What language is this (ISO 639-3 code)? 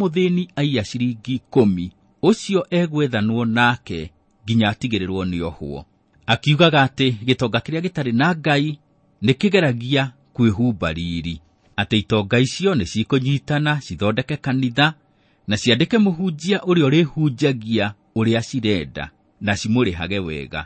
kik